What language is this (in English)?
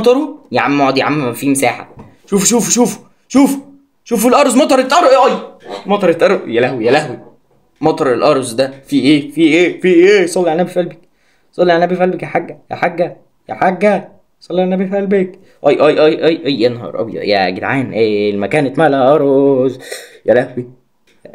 Egyptian Arabic